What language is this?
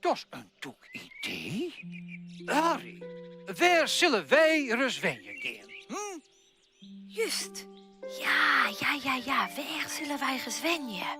Western Frisian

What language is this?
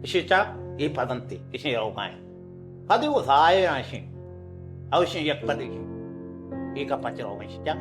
Baluchi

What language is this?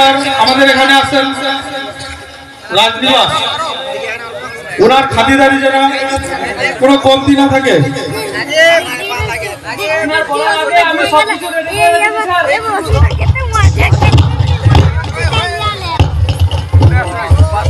Bangla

